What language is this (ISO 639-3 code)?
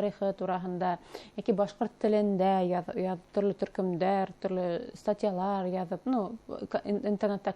bak